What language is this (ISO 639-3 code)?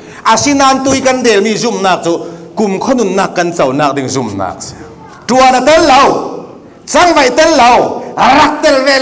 cfm